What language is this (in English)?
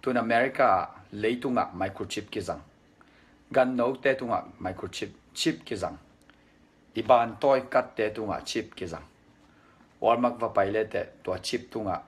Tedim Chin